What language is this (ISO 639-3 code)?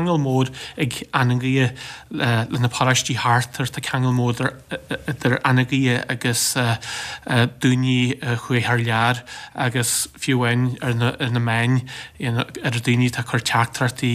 gle